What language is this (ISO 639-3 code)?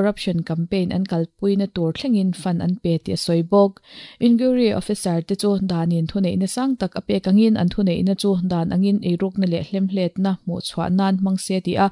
lus